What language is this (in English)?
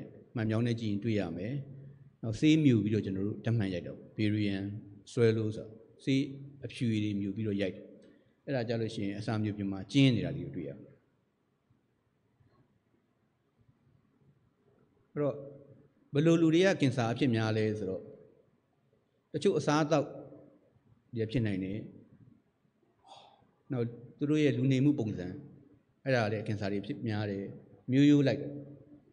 Burmese